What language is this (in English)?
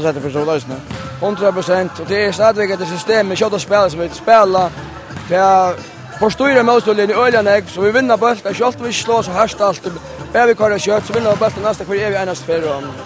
Faroese